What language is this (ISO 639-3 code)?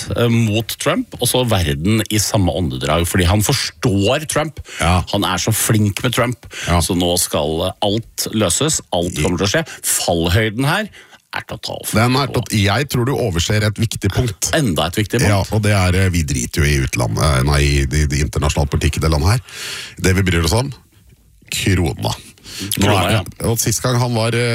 nor